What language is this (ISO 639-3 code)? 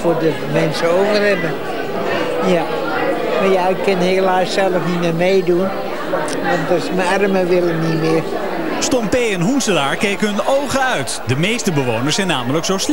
nld